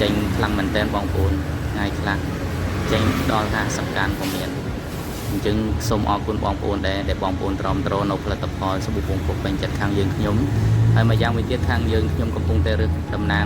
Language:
Khmer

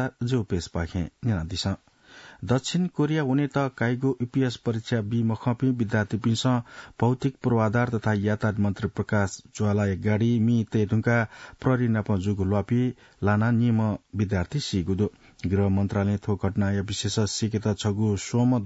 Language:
Newari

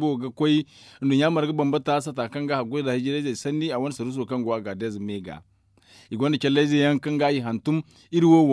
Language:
Zarma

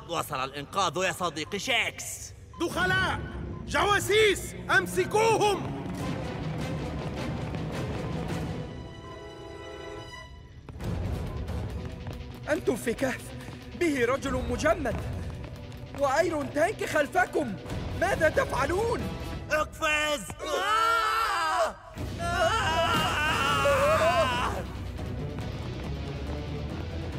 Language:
Arabic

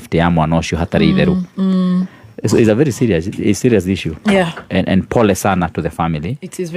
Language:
Kikuyu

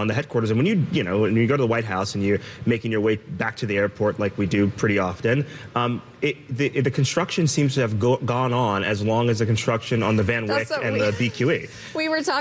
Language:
English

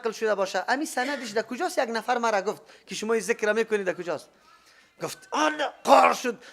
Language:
Persian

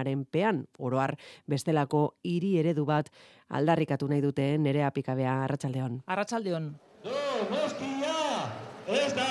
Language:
Basque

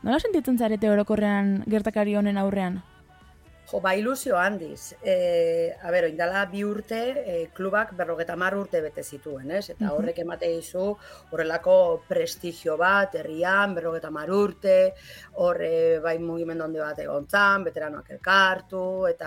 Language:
Basque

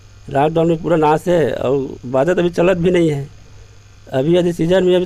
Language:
Chhattisgarhi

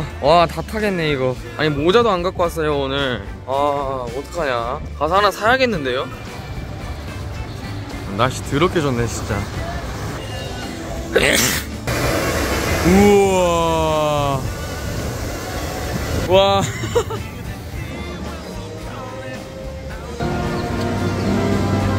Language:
Korean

